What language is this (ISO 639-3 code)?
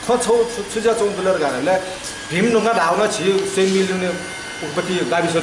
new